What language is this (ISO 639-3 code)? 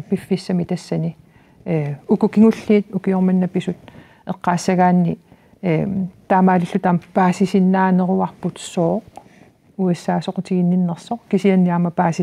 kal